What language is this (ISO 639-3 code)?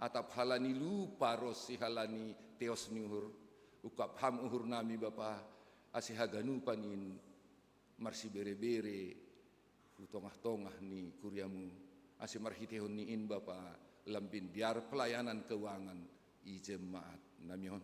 bts